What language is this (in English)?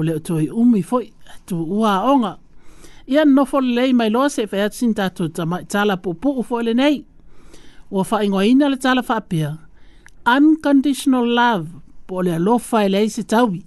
Samoan